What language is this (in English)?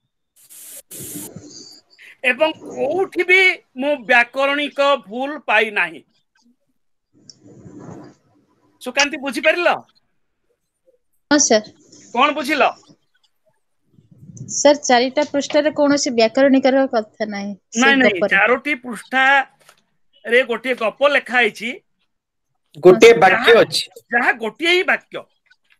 Odia